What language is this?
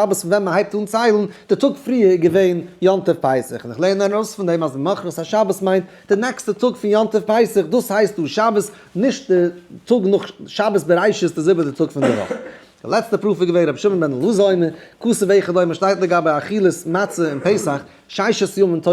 Yiddish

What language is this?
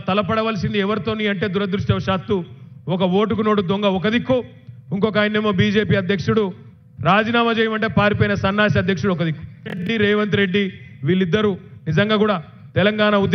Telugu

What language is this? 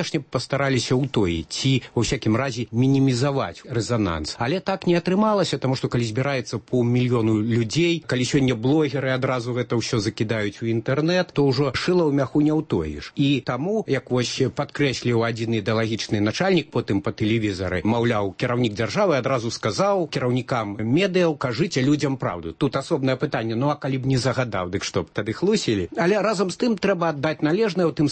Belarusian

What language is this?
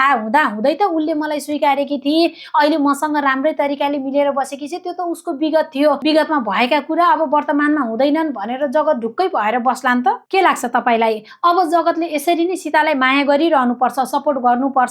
Nepali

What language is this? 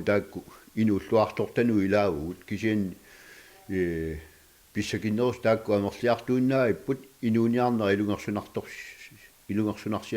Kalaallisut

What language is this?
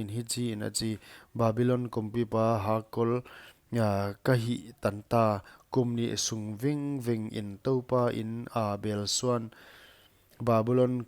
Paite Chin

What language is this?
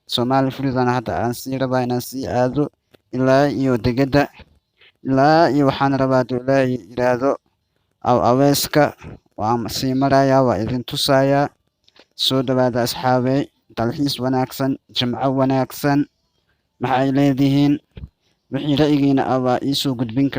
Somali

